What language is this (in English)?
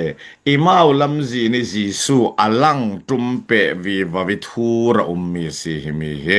Falam Chin